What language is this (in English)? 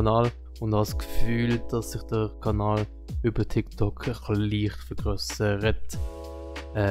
Swiss German